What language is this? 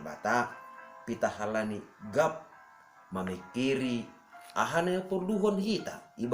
Batak Simalungun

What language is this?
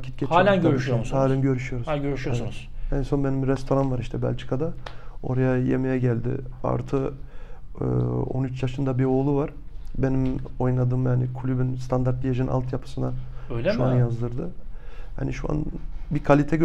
Turkish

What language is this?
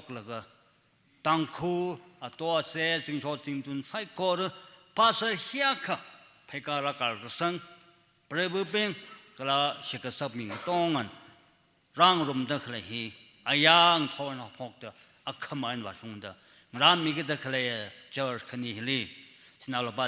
Tangkhul Naga (India)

